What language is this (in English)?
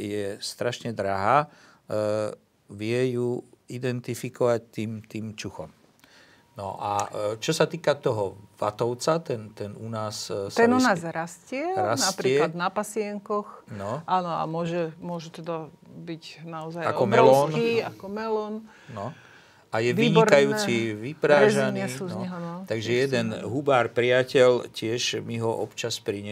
Slovak